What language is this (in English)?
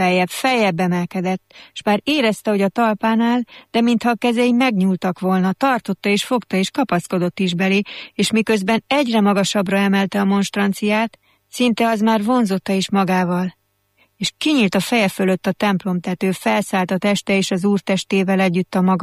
Hungarian